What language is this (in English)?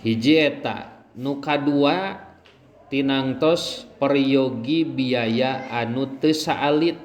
Sundanese